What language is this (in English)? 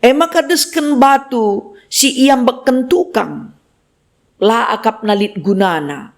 Batak Karo